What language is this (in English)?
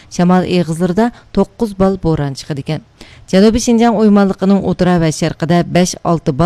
Uyghur